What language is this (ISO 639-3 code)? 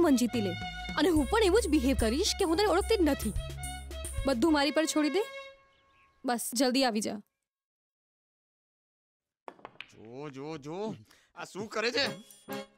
guj